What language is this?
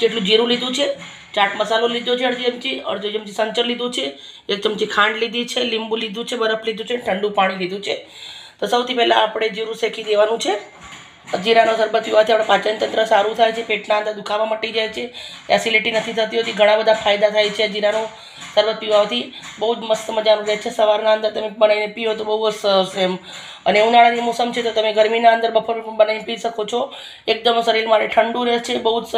Gujarati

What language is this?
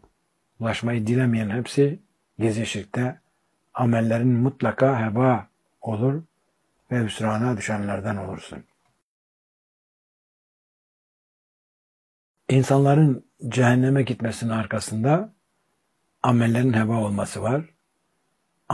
Turkish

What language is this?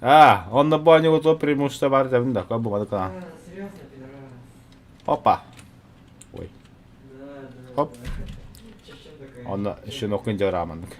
Yakut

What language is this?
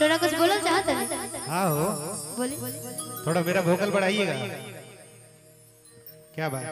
Magahi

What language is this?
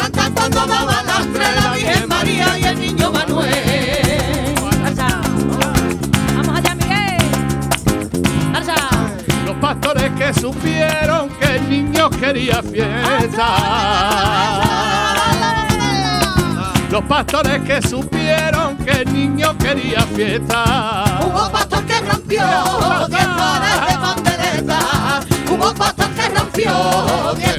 Spanish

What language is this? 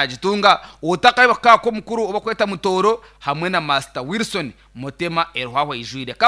Nyankole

